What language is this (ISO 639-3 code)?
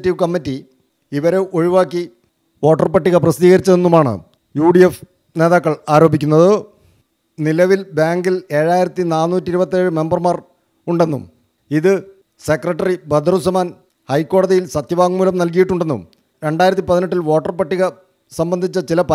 mal